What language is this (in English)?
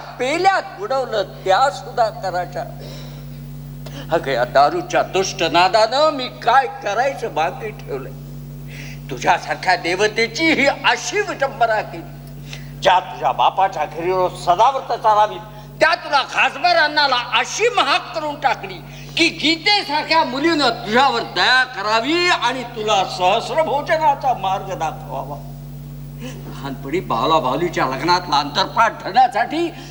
Marathi